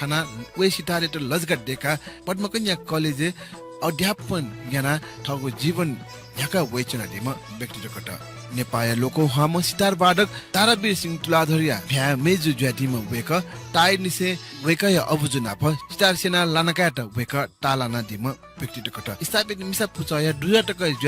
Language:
Newari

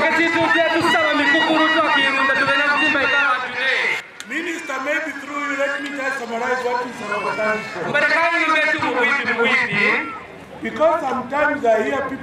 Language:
Kaonde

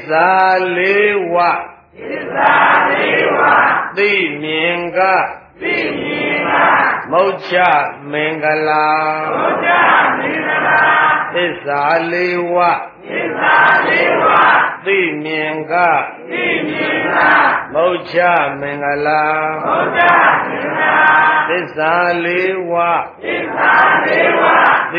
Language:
Burmese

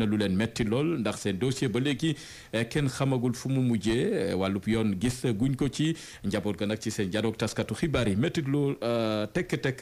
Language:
Wolof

